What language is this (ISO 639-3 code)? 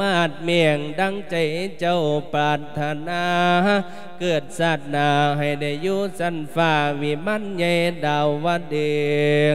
lao